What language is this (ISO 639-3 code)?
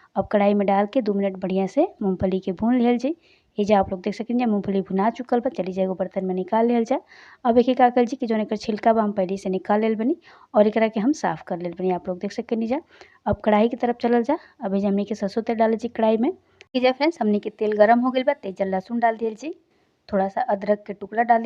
bho